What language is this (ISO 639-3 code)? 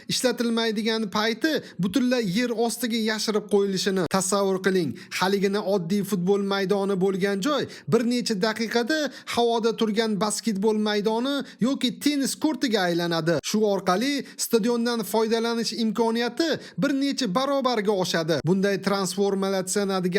uzb